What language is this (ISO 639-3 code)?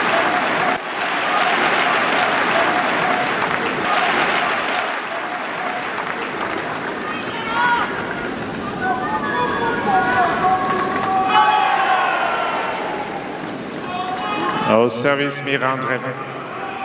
zho